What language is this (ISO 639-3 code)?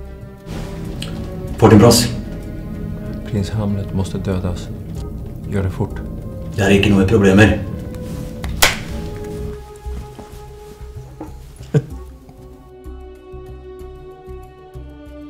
swe